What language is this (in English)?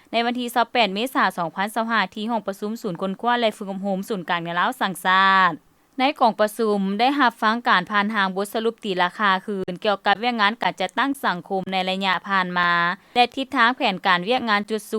Lao